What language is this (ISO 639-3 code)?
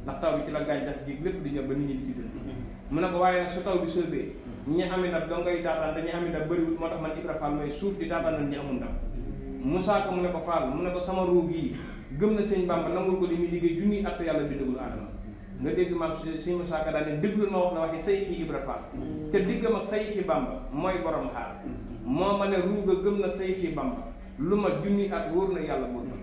wol